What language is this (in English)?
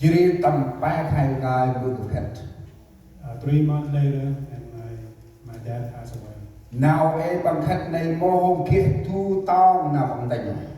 Central Mnong